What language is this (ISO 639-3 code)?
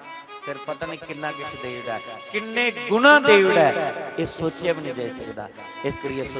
doi